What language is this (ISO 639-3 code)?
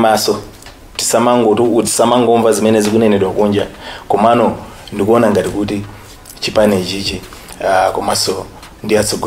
nya